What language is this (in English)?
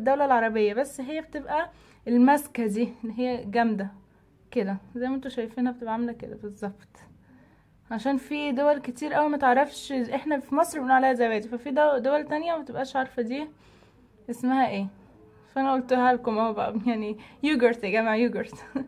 Egyptian Arabic